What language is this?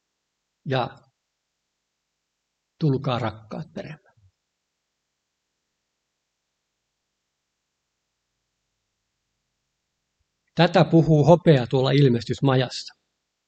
Finnish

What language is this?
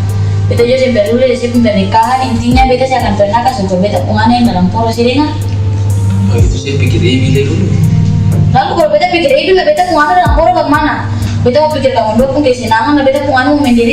Ambonese Malay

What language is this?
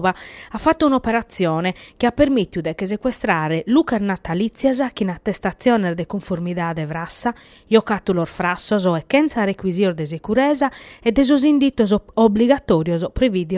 Sardinian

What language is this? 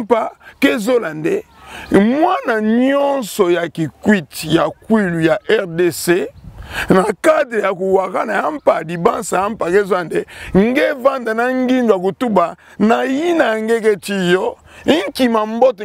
Kituba (Democratic Republic of Congo)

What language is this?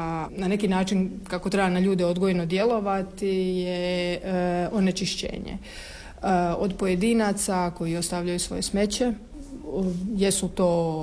Croatian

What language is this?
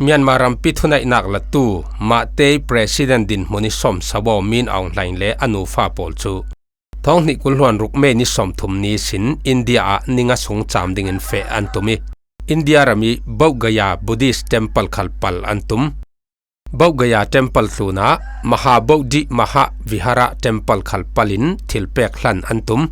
Falam Chin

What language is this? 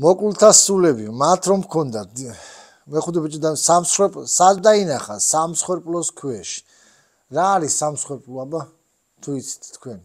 Georgian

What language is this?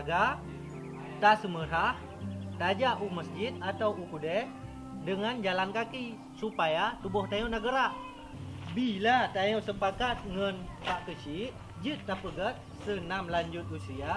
Achinese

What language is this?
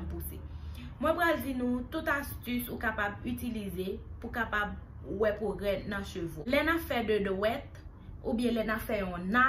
Haitian Creole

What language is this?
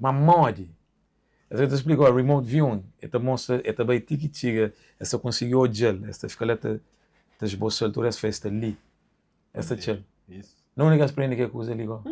Kabuverdianu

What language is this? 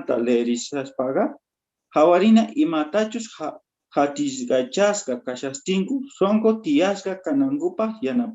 South Bolivian Quechua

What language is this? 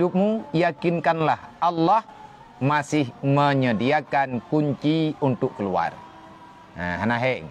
Achinese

